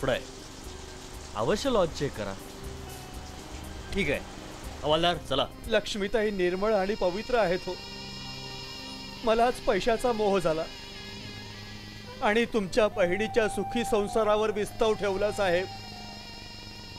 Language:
Marathi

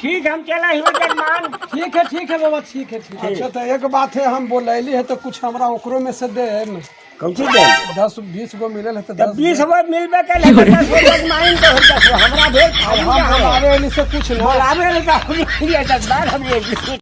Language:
Magahi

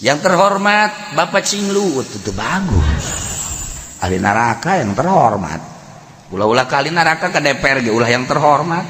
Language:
Sundanese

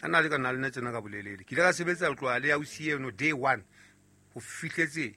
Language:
Southern Sotho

